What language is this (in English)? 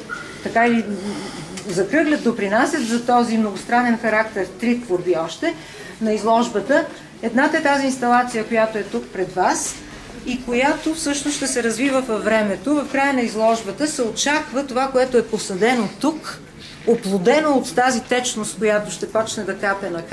Bulgarian